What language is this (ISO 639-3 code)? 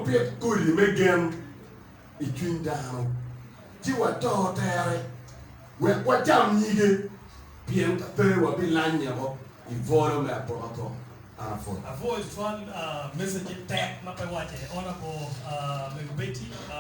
ach